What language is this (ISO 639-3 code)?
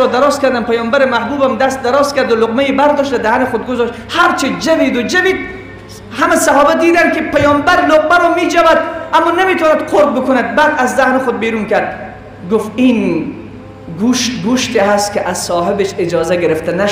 fas